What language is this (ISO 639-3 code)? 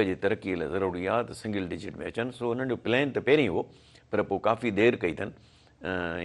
snd